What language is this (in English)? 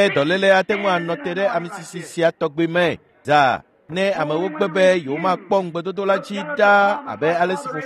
Ewe